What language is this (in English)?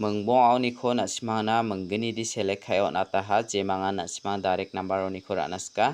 Garo